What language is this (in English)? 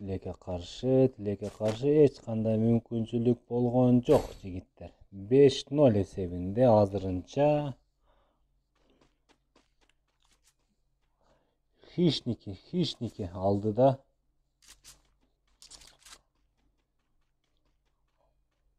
Kyrgyz